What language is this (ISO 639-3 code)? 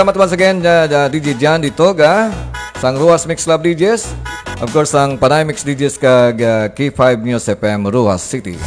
hil